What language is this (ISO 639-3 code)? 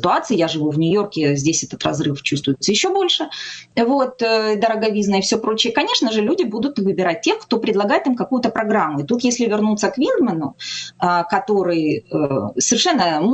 rus